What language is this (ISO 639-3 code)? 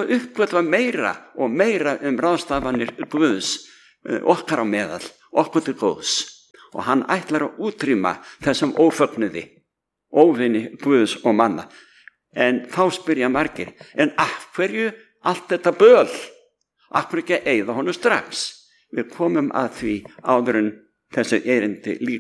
isl